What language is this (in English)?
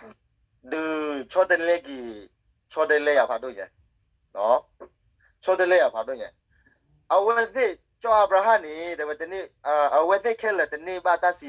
S'gaw Karen